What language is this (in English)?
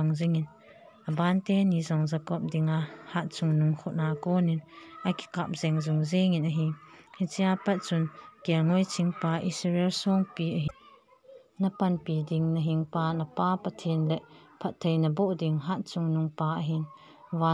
Thado Chin